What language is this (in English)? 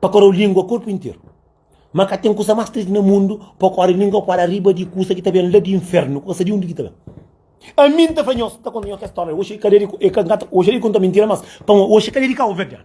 Kabuverdianu